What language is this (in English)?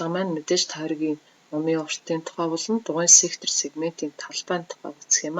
Mongolian